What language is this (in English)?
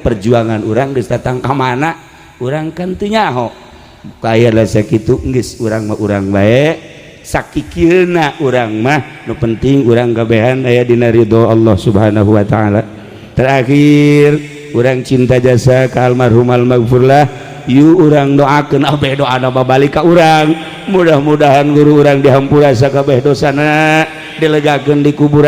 Sundanese